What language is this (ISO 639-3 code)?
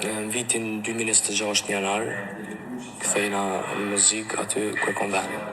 sqi